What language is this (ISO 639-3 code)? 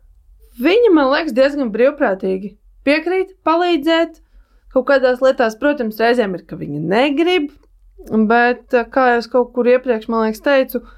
lav